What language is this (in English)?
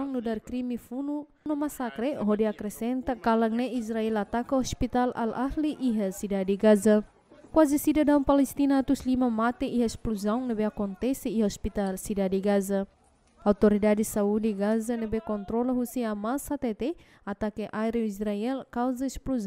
Tetum